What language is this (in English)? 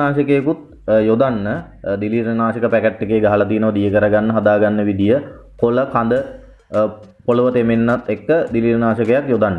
Sinhala